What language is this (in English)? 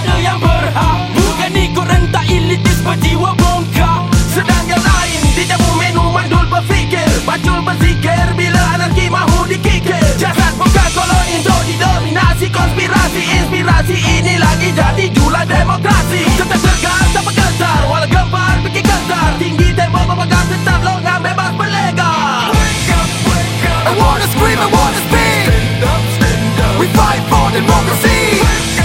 Malay